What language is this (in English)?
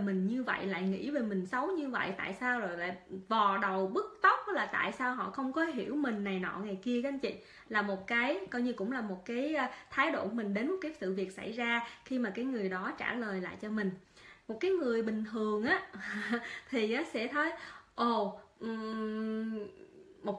Vietnamese